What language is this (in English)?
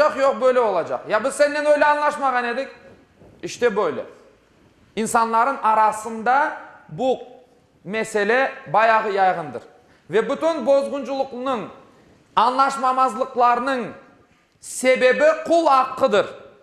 Crimean Tatar